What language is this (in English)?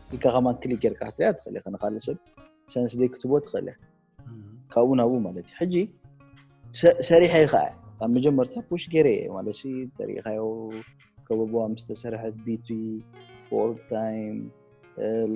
Tigrinya